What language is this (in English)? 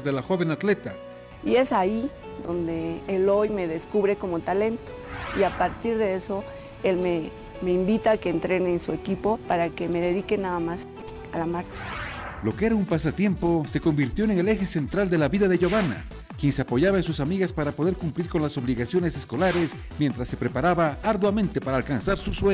Spanish